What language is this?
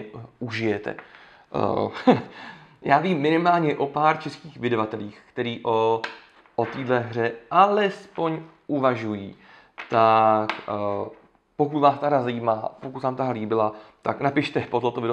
Czech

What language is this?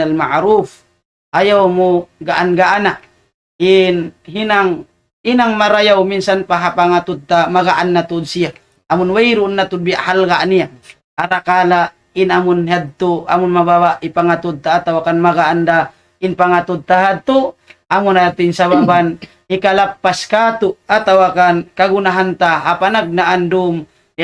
Tausug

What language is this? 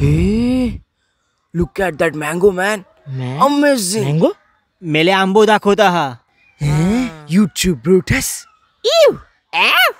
Konkani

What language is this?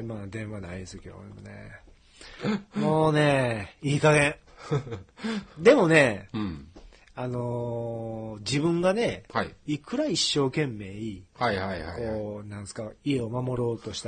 Japanese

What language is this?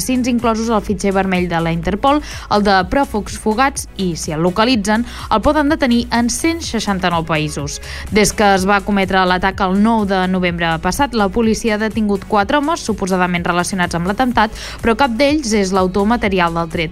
Catalan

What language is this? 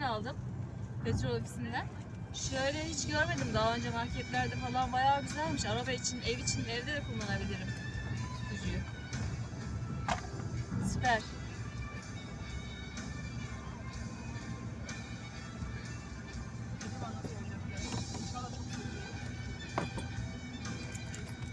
Turkish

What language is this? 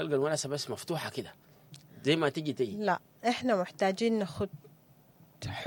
Sudanese Arabic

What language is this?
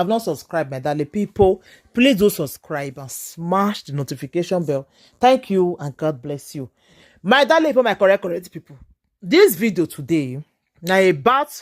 Nigerian Pidgin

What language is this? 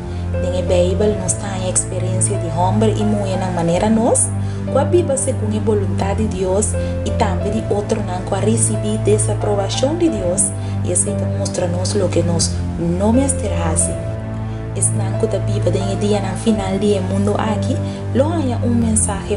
Papiamento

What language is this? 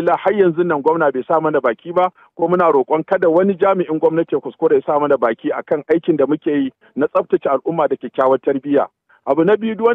Hausa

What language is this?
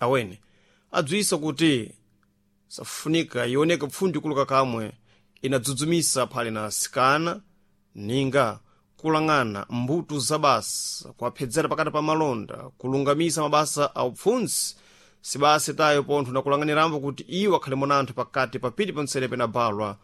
Sena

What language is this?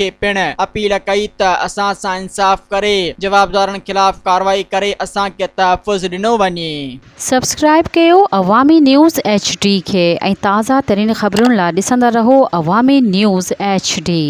Sindhi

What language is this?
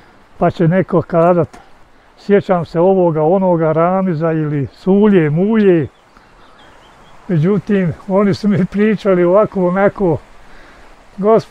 Bosnian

